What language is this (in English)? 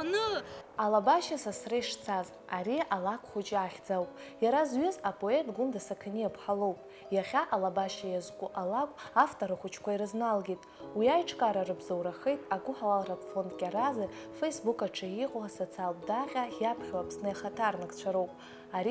Abkhazian